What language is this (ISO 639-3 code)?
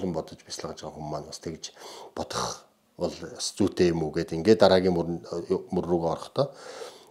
mon